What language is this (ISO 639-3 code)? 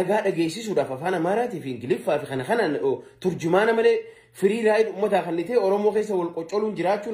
orm